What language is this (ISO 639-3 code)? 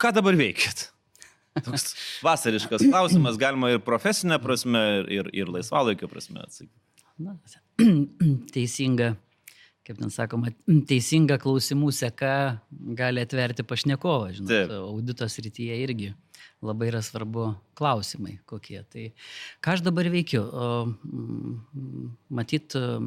lit